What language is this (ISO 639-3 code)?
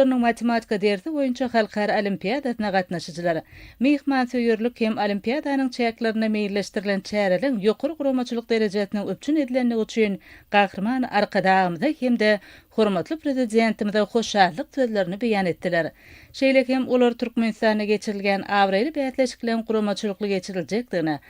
tuk